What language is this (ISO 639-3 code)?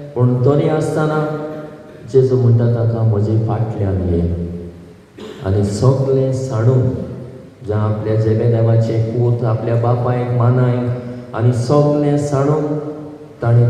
kok